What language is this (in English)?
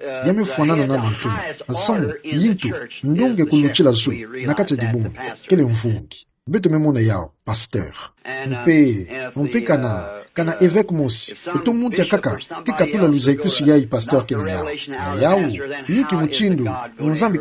Kituba (Democratic Republic of Congo)